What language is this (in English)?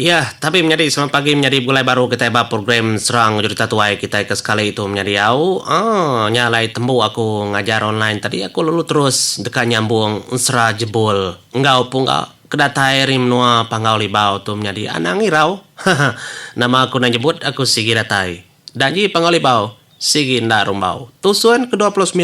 Iban